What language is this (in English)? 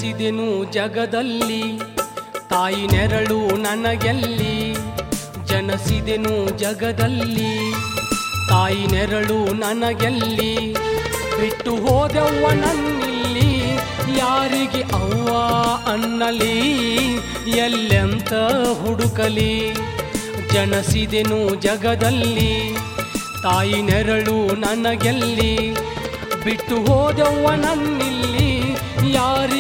Kannada